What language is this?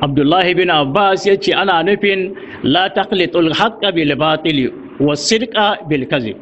Hausa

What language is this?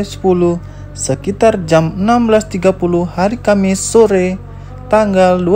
Musi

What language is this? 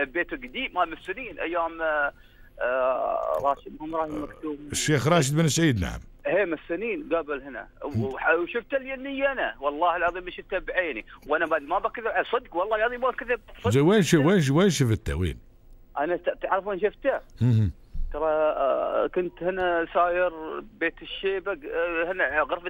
Gulf Arabic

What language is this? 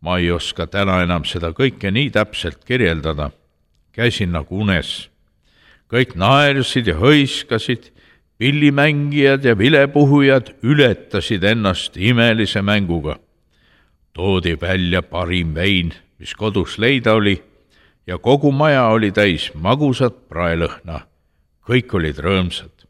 Estonian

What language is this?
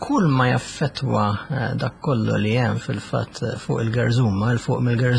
Maltese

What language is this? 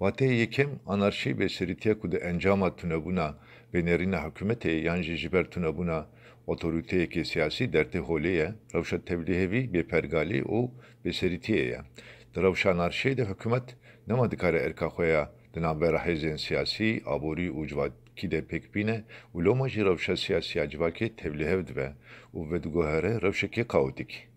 Kurdish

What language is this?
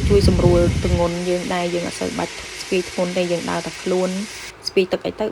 Khmer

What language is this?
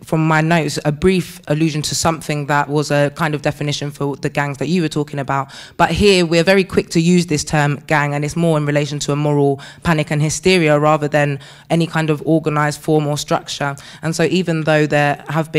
English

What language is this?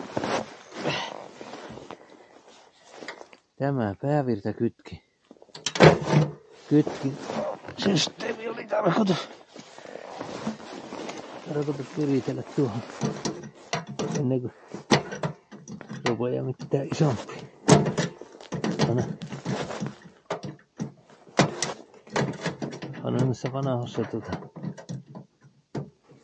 Finnish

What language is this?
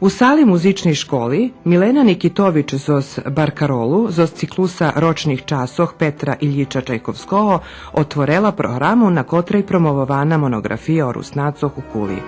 Rusyn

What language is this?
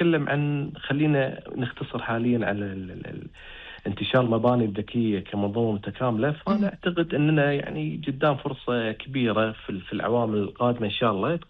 Gulf Arabic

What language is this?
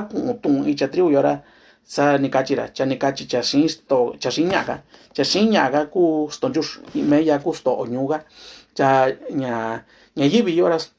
Mixtepec Mixtec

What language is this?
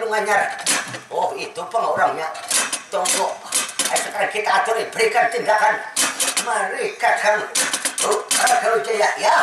Banjar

